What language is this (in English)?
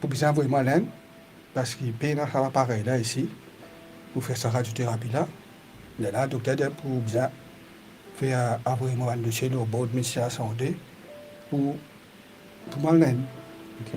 Morisyen